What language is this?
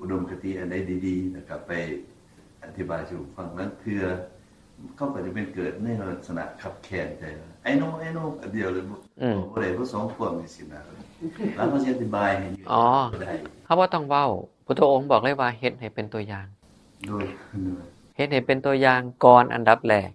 Northeastern Thai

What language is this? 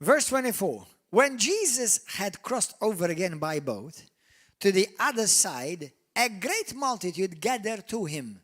English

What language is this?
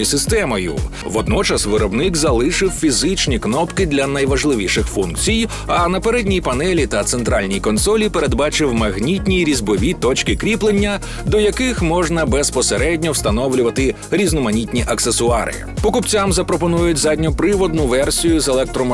Ukrainian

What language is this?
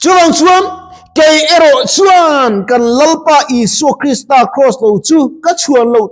Mizo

